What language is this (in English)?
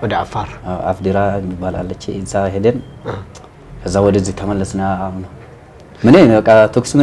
Amharic